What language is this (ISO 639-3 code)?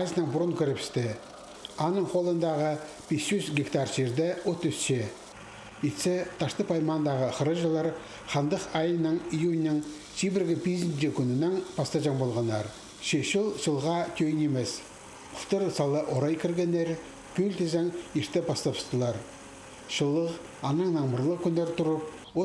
kjh